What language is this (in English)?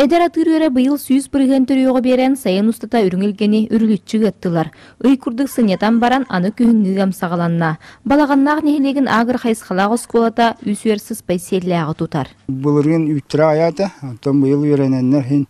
Yakut